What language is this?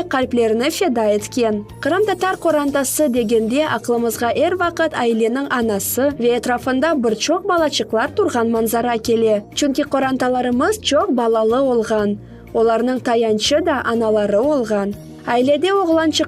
Crimean Tatar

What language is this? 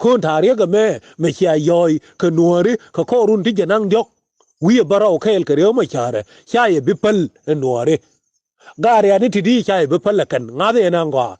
Nuer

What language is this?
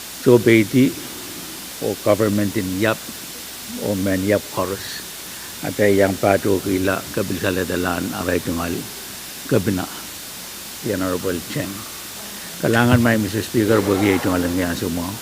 Pohnpeian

